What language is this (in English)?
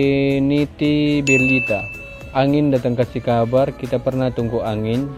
Manado Malay